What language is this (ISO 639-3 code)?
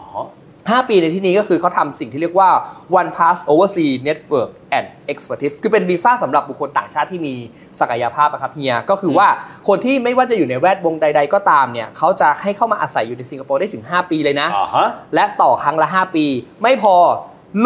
tha